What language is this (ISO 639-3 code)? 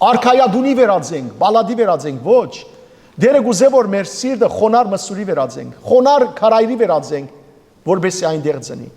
hyw